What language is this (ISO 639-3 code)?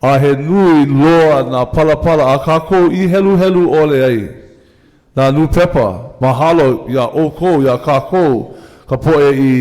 haw